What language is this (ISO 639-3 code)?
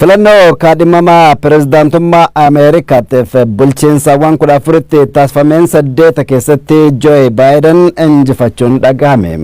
orm